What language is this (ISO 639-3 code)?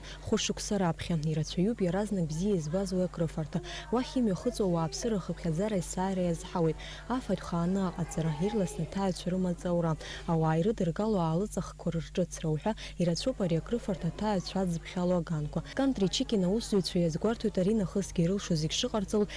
abk